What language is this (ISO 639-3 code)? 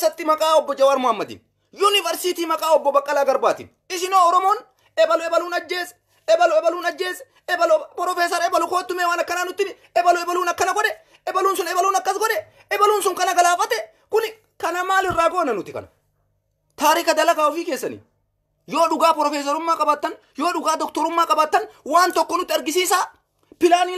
orm